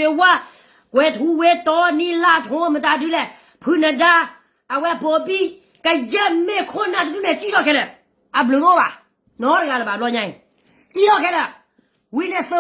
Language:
S'gaw Karen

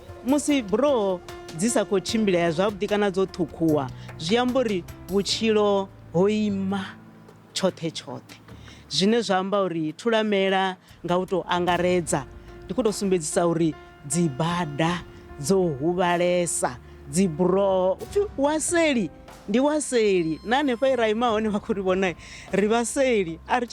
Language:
Venda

